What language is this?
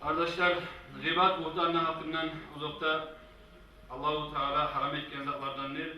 Kumyk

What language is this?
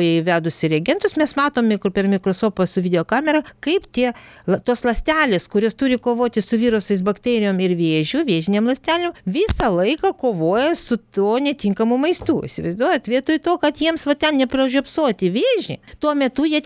Lithuanian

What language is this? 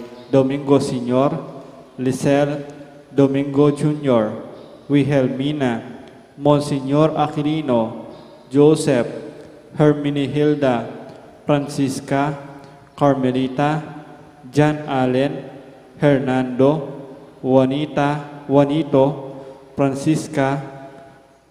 Pampanga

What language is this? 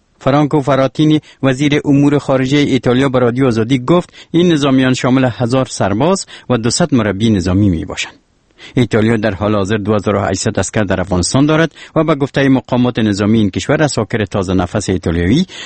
Persian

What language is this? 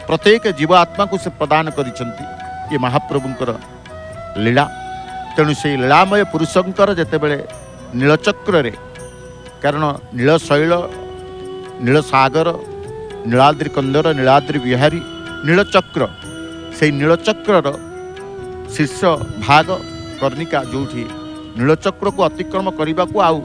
Odia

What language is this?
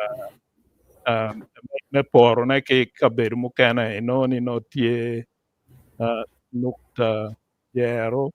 Acoli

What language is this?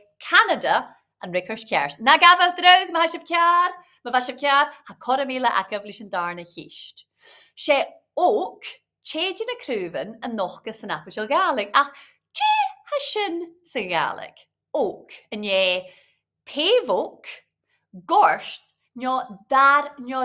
Scottish Gaelic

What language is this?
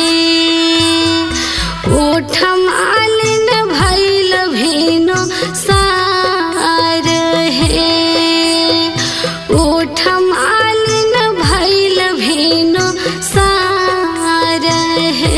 Bhojpuri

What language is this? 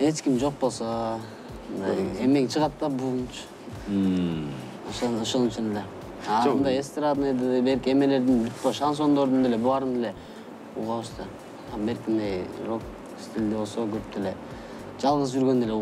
Kyrgyz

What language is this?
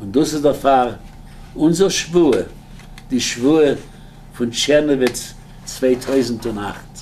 Yiddish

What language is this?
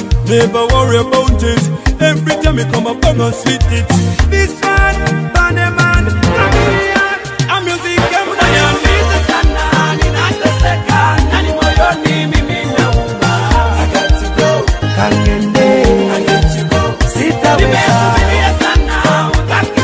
Swahili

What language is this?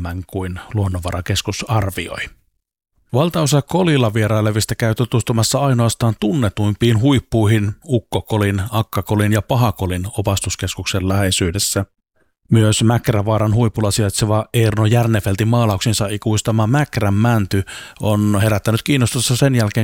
Finnish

